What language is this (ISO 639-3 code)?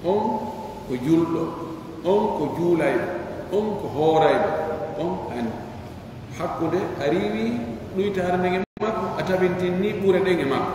fuf